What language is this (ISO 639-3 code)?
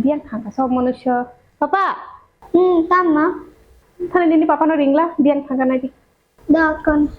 trp